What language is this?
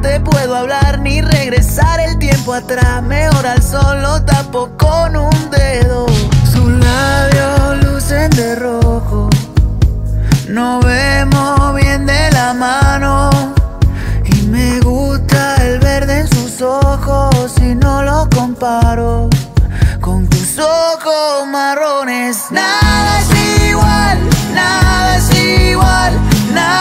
Spanish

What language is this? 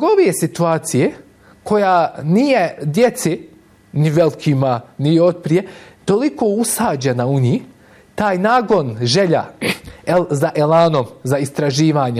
Bosnian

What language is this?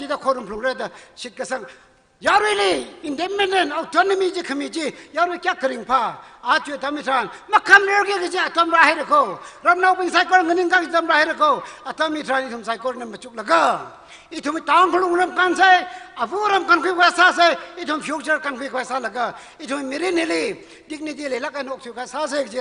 Tangkhul Naga (India)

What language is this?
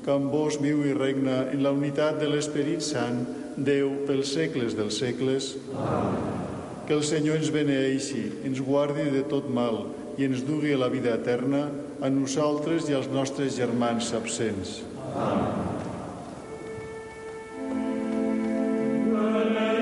Catalan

